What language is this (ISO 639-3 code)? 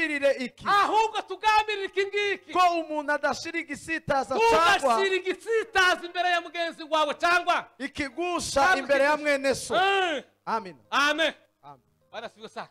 kin